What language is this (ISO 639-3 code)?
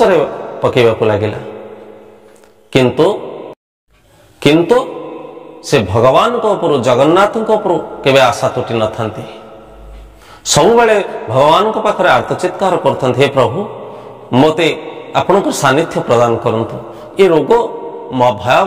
ori